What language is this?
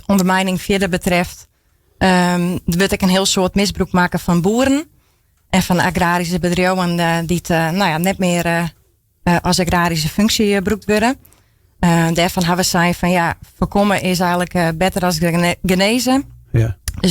Western Frisian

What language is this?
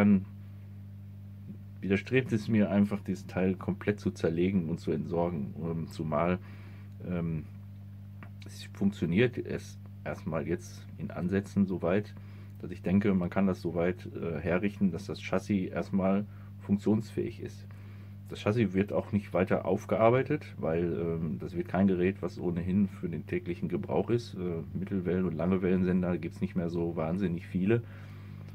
German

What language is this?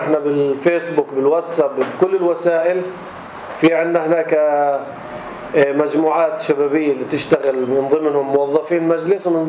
North Levantine Arabic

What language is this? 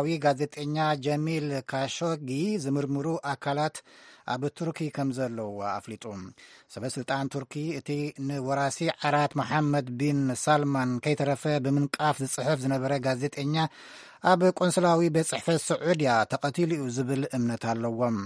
Tigrinya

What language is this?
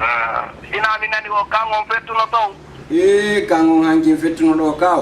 Fula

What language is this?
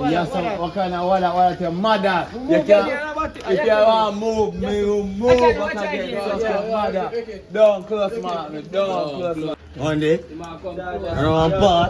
Jamaican Creole English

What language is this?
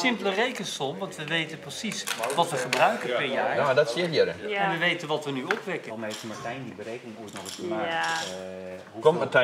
Western Frisian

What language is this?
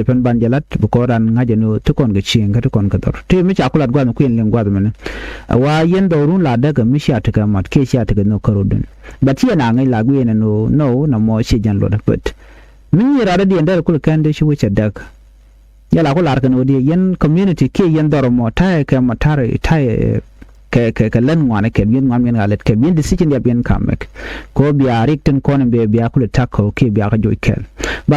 Nuer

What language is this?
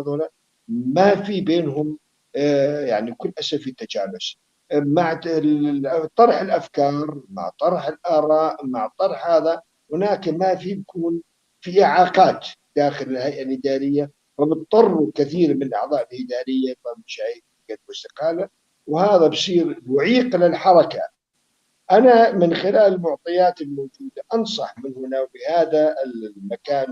North Levantine Arabic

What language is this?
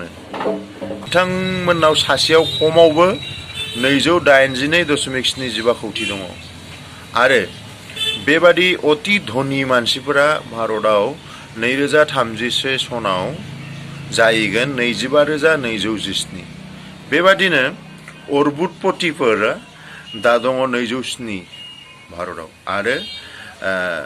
Bodo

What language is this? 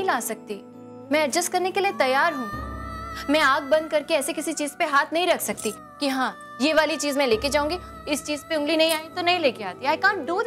Hindi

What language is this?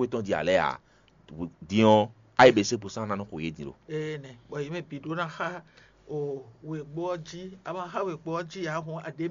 Fon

